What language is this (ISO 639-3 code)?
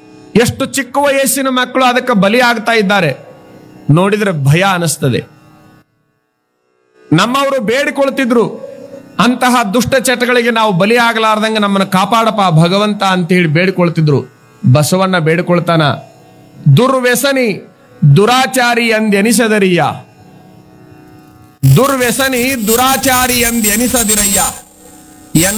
kan